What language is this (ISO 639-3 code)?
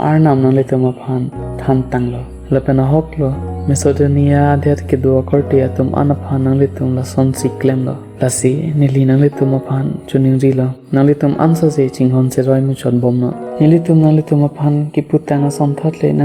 mjw